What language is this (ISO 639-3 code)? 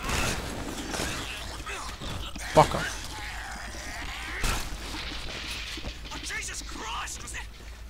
nld